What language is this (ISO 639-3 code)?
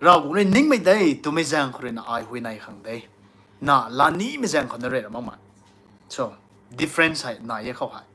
nbu